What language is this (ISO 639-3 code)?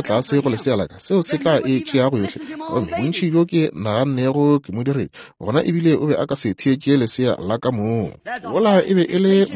nso